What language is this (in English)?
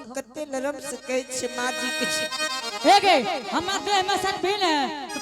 Angika